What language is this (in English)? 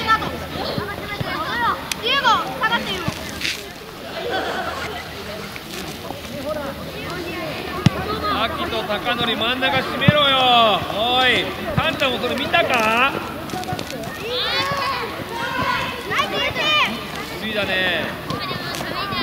Japanese